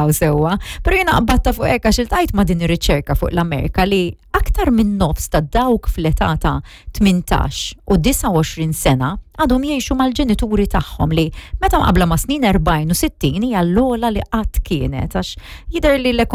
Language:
Maltese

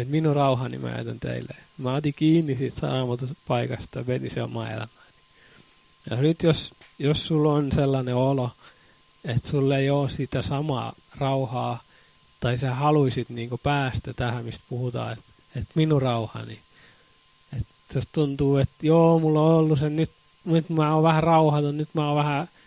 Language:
Finnish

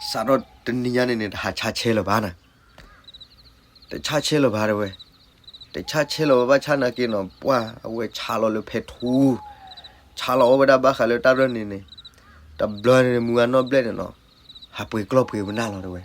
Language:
S'gaw Karen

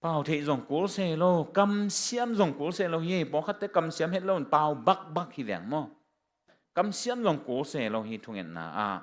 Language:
Tedim Chin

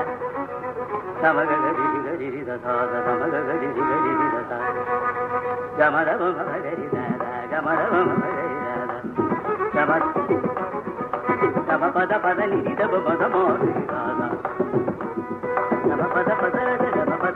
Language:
Tamil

